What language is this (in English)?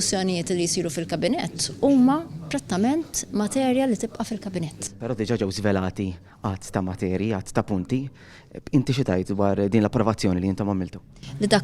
Maltese